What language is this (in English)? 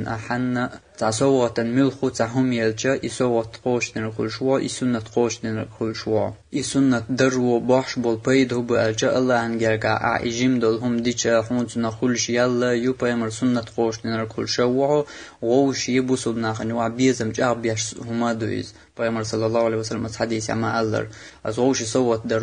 Chechen